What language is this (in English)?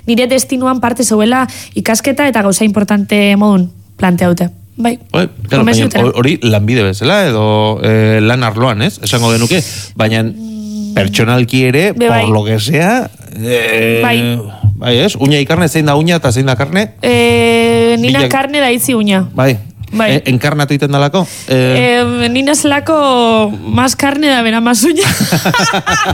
Basque